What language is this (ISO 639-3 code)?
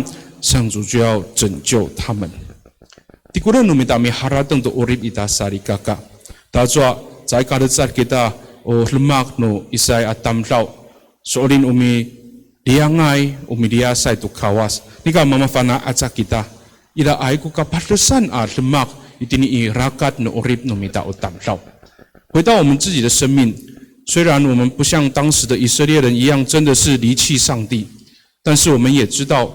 ami